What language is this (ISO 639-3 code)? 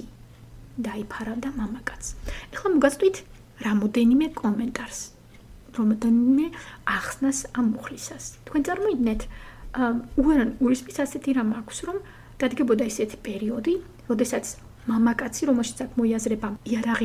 kat